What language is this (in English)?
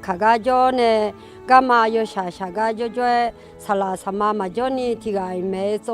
Akha